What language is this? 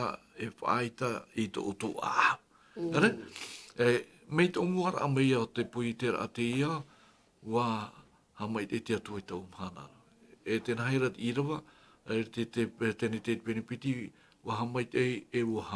Tahitian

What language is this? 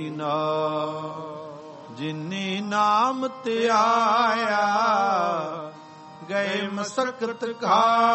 Punjabi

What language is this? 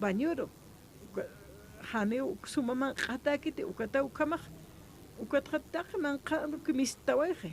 Aymara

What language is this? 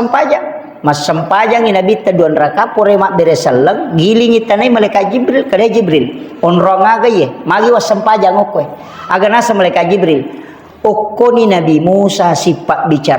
Buginese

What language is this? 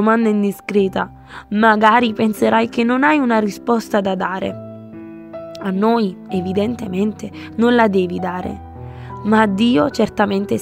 Italian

